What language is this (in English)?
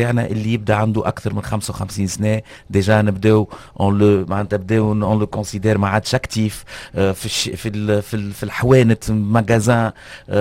Tunisian Arabic